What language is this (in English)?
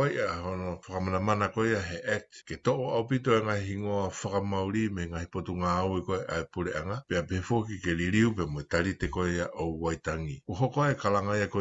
Tongan